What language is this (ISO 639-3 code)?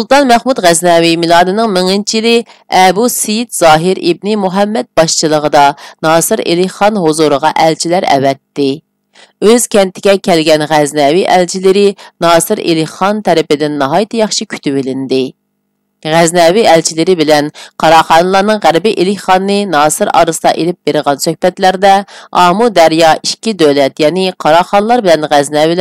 uig